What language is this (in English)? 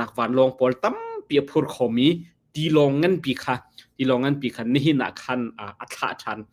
Hakha Chin